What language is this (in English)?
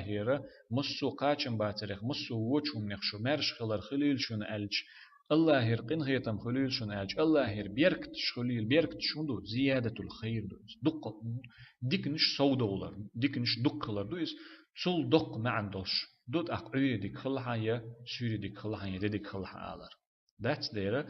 Chechen